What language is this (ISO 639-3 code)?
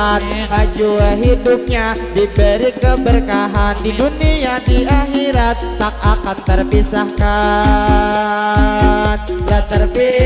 bjn